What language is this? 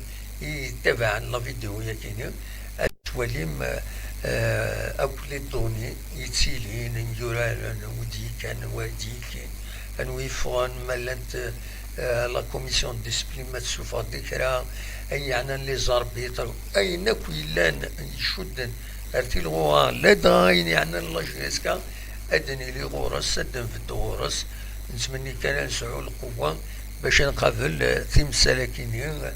Kabyle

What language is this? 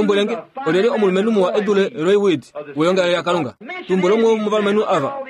Kuanyama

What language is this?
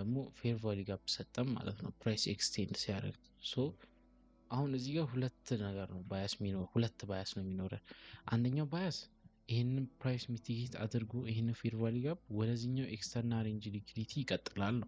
Amharic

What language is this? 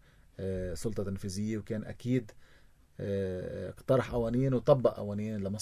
North Levantine Arabic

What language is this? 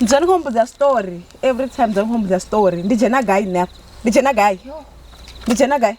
Venda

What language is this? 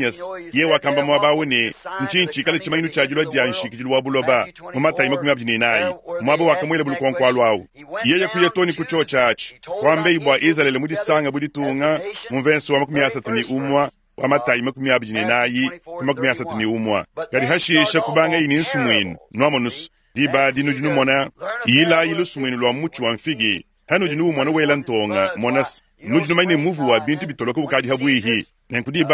Luba-Lulua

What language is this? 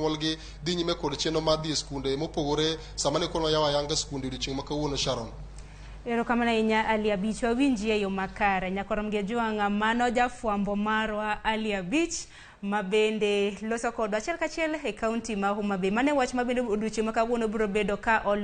Luo (Kenya and Tanzania)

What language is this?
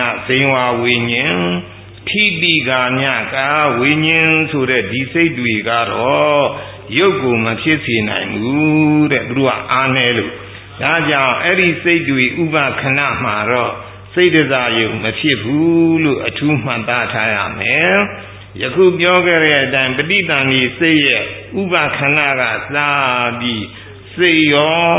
Burmese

